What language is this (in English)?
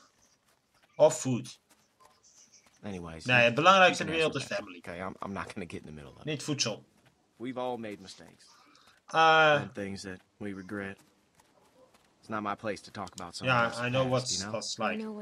Dutch